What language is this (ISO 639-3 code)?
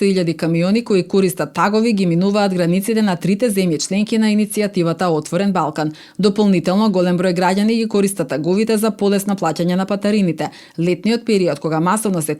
mkd